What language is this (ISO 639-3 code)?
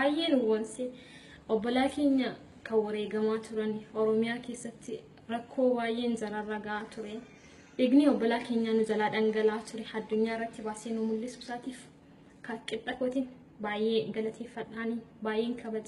orm